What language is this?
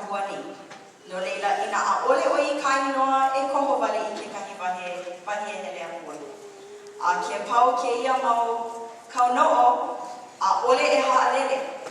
Hawaiian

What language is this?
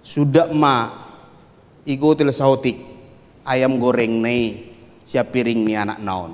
Batak Toba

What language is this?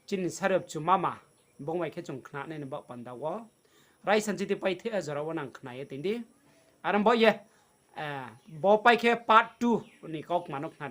Riang (India)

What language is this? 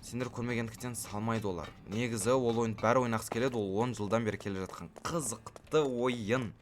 Kazakh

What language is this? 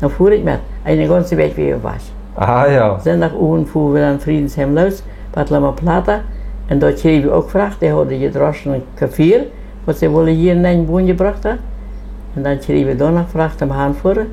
Plautdietsch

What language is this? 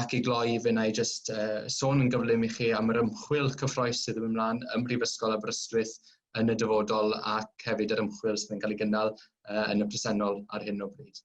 Welsh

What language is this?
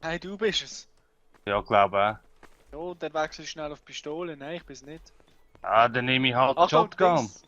Swiss German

